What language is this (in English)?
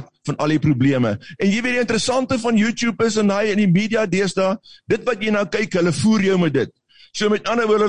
Afrikaans